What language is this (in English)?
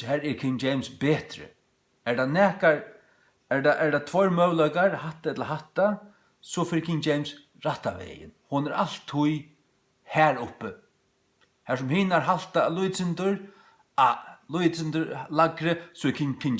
Faroese